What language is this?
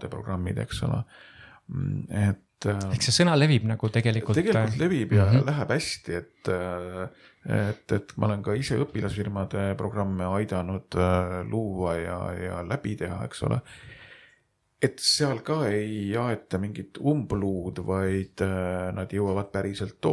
Estonian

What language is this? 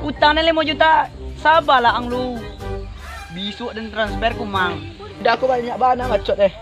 Minangkabau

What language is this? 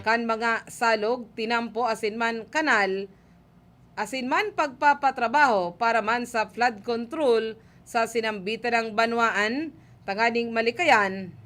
Bikol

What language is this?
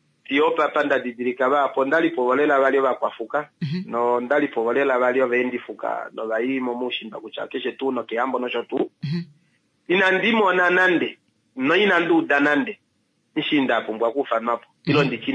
Kuanyama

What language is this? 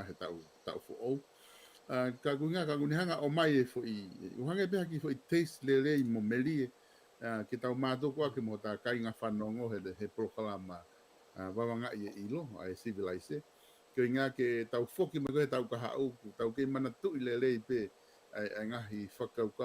Tongan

